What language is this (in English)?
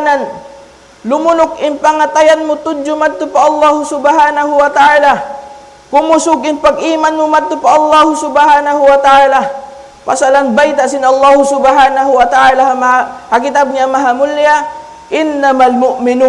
Tausug